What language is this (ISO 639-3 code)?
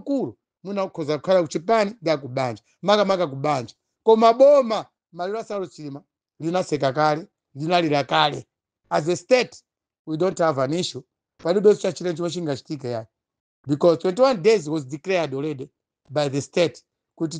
nya